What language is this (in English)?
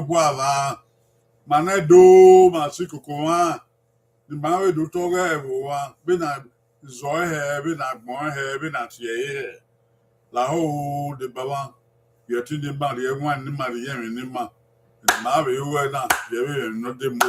Bini